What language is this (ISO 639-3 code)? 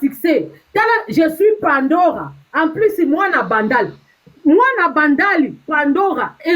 lin